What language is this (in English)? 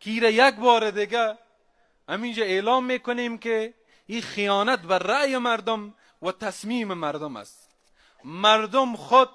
Persian